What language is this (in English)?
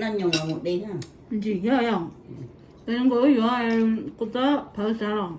Hmong